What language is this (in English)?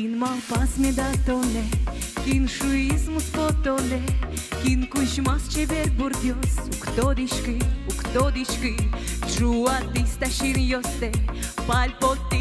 Udmurt